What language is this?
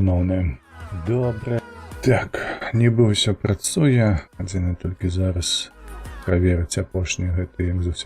Belarusian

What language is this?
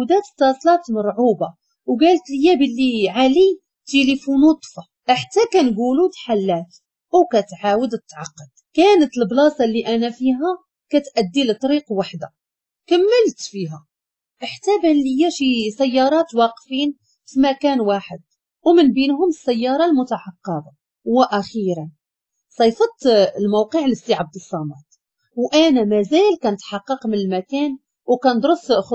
Moroccan Arabic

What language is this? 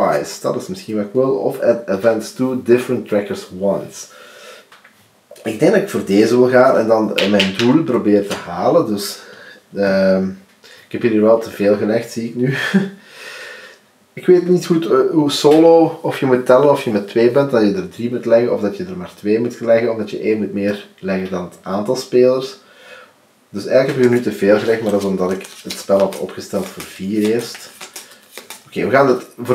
Dutch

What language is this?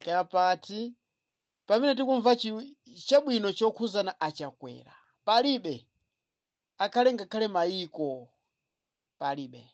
Nyanja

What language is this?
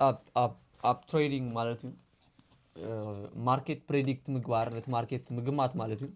Tigrinya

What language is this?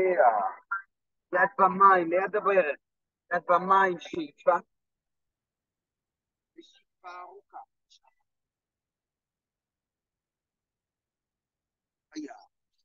Hebrew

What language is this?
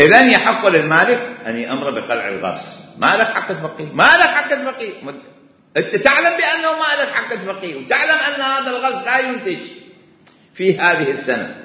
Mesopotamian Arabic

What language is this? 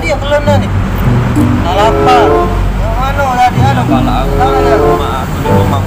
Musi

